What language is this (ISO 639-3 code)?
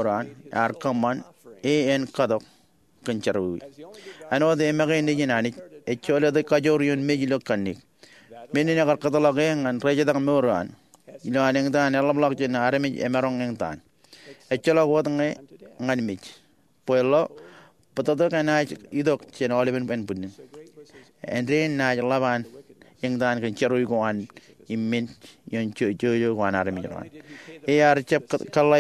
mah